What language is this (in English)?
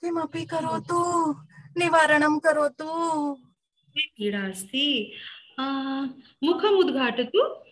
Sanskrit